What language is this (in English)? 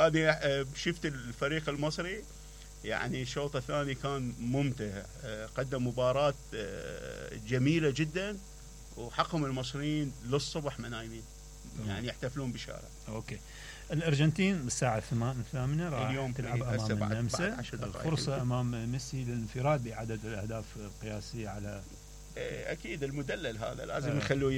Mesopotamian Arabic